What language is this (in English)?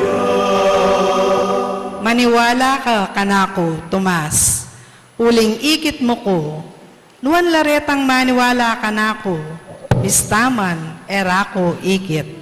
Pampanga